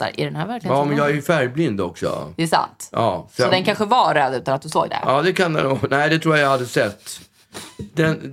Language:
Swedish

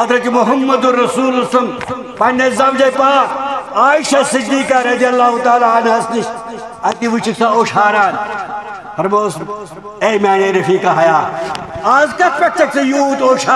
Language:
Kashmiri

